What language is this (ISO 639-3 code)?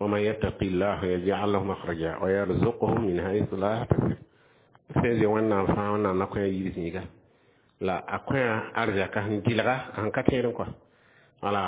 mos